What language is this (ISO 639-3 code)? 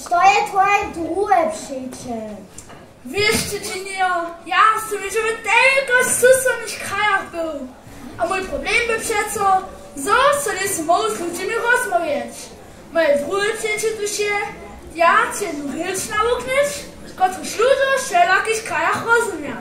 hsb